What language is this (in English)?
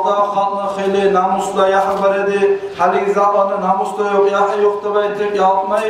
Kumyk